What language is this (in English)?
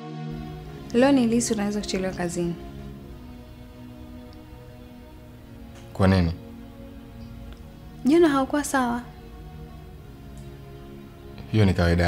Swahili